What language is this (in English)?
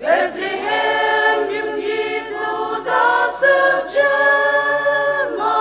Ao Naga